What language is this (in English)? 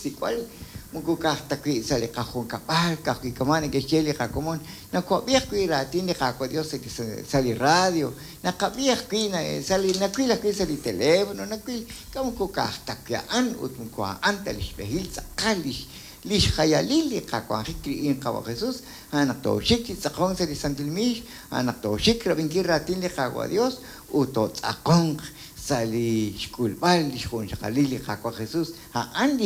Kekchí